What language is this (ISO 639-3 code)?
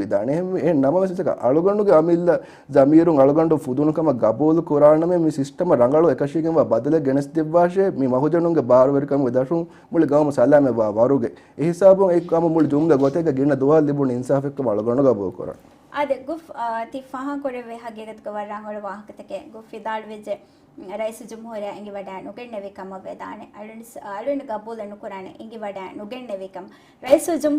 div